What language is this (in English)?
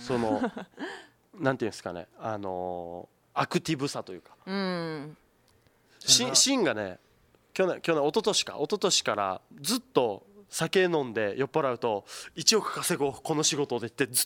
Japanese